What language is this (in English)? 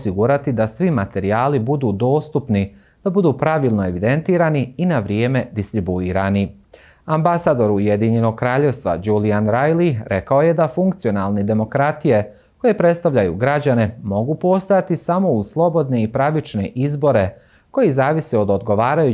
Bosnian